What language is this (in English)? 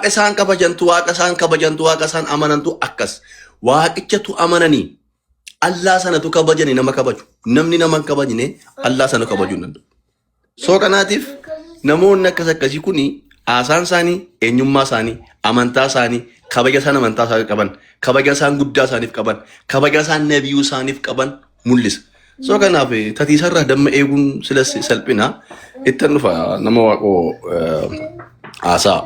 Oromo